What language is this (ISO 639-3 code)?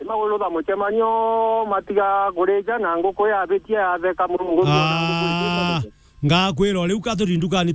mer